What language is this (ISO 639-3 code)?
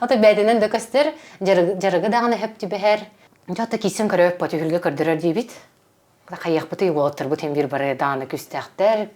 sah